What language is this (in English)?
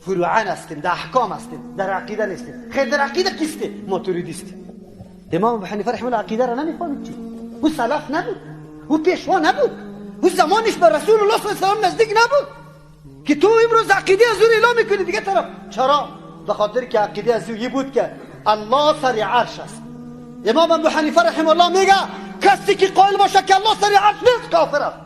Persian